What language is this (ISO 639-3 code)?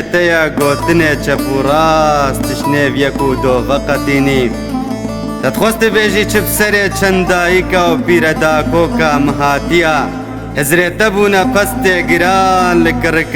kur